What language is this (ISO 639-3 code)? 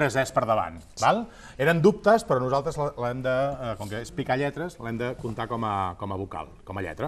cat